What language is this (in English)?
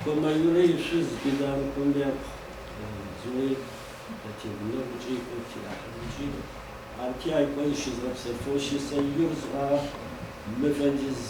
Adyghe